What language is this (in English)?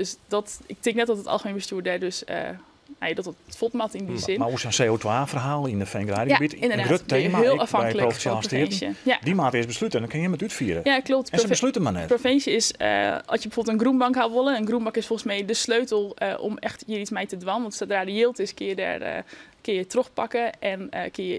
Western Frisian